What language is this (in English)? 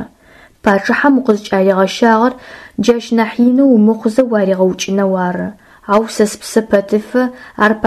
Adyghe